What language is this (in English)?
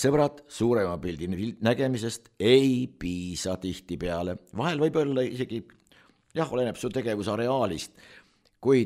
Estonian